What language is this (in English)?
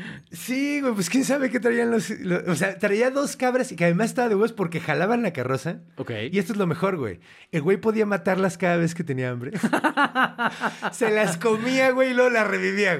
Spanish